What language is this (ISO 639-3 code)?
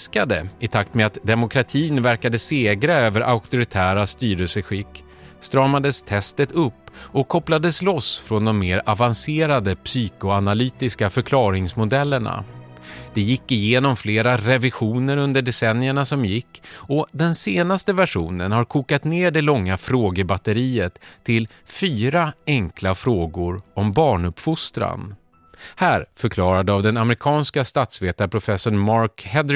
swe